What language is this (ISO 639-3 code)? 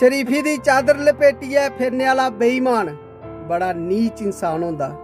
doi